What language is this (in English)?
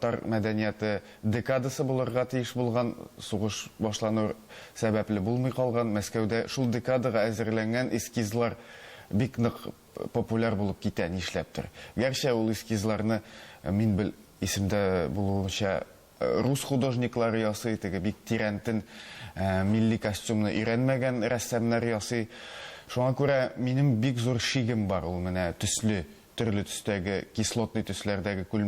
Tatar